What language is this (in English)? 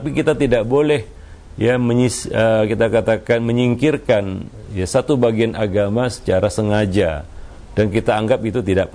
Indonesian